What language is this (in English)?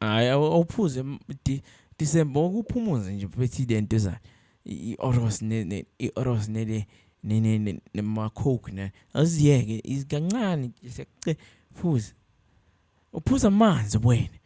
Zulu